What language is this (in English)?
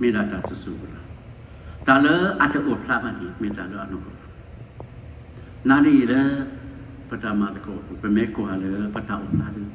S'gaw Karen